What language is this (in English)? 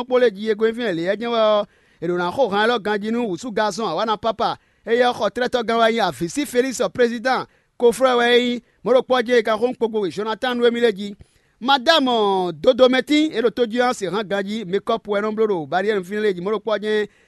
Fon